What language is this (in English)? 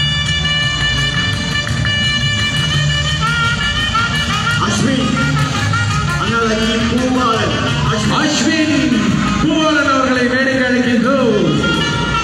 Tamil